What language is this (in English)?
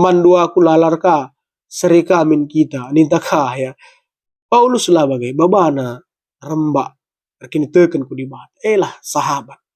Batak Karo